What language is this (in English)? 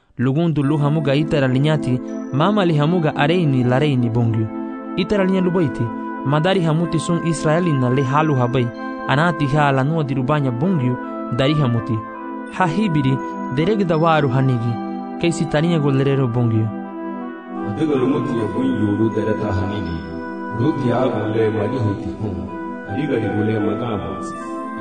Garifuna